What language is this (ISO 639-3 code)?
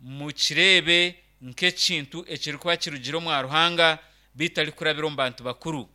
nyn